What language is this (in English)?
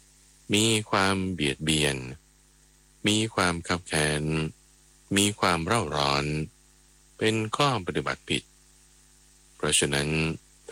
Thai